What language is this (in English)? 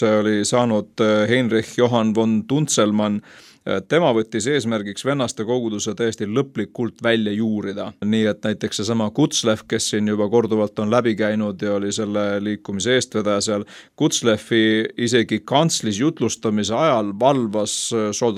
Estonian